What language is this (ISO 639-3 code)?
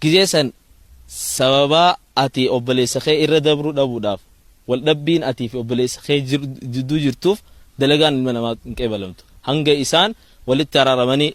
orm